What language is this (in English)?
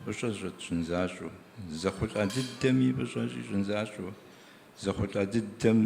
Kabardian